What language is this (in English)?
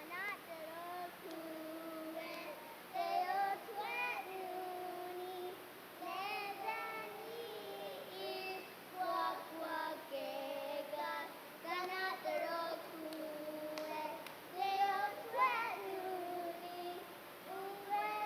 Mohawk